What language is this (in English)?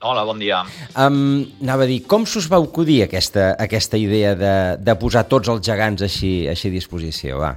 Catalan